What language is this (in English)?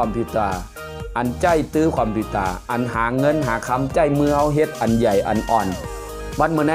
Shan